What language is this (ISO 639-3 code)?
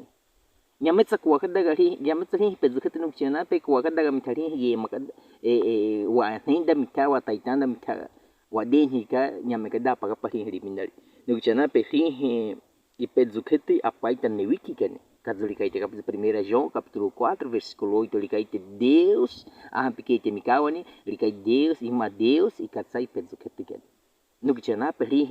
bwi